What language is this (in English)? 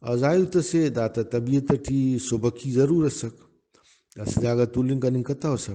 Brahui